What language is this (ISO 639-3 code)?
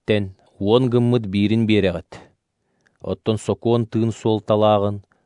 sah